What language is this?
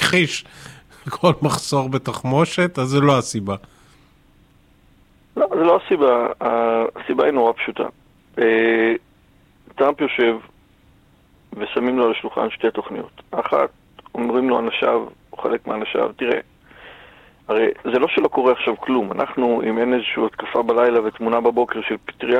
Hebrew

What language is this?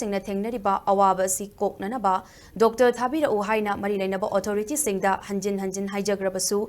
Manipuri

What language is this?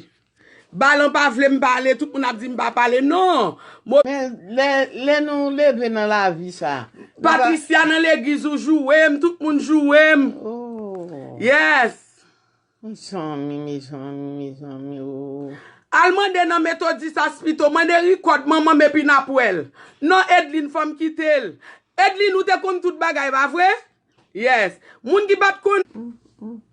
Haitian Creole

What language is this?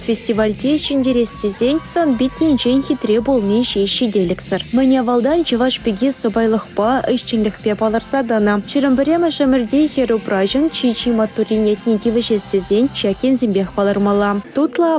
Chuvash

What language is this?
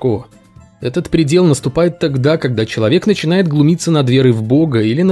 Russian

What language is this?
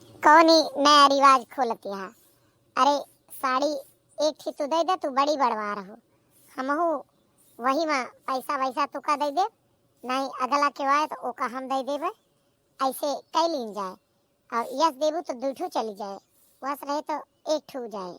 Awadhi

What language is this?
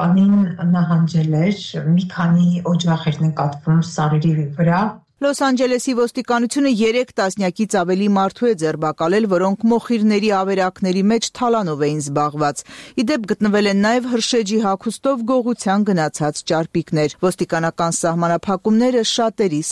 Armenian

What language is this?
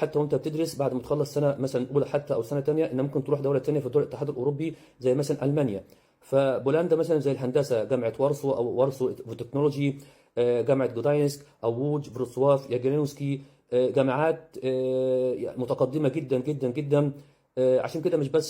Egyptian Arabic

